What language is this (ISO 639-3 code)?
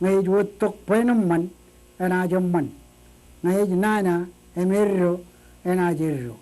mah